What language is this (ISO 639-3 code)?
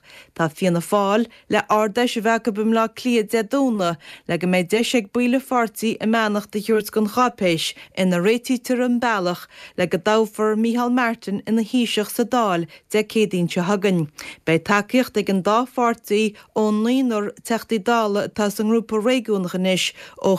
gle